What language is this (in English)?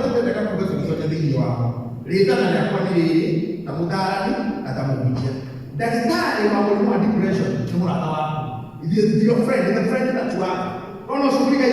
Kikuyu